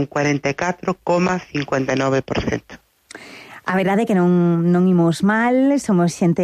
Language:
Galician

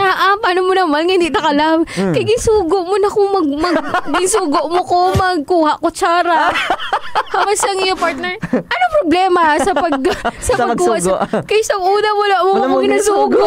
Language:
Hiligaynon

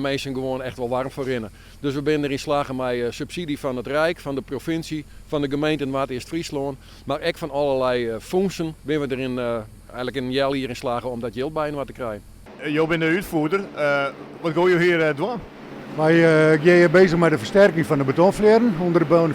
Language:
Western Frisian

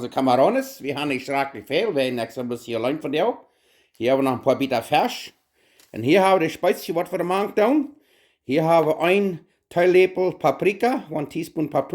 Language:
Plautdietsch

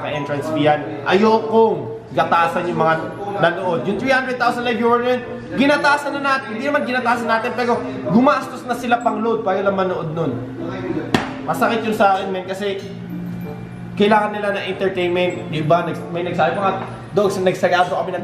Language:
Filipino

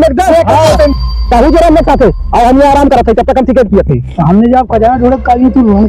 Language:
Awadhi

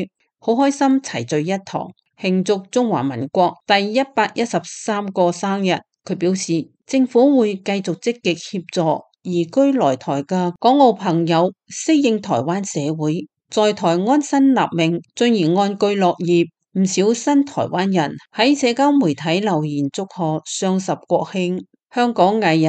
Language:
Cantonese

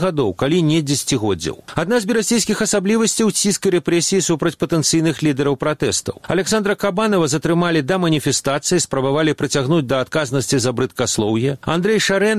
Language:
Belarusian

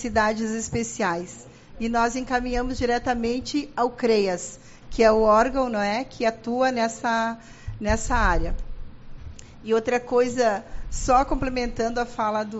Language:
Portuguese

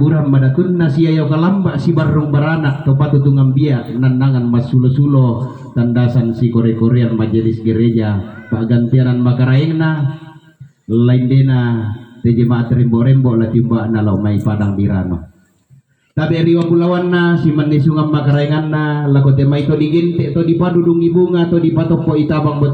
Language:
Toraja-Sa'dan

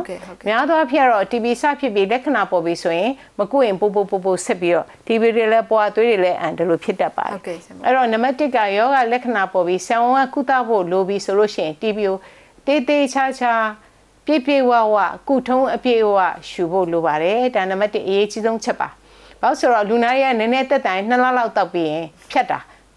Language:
Burmese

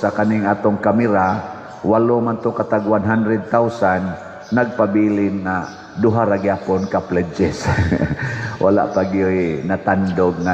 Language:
Cebuano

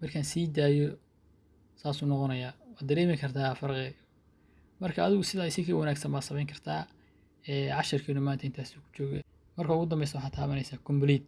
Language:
Somali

